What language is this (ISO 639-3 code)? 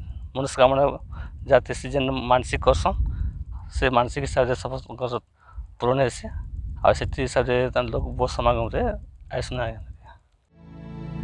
ori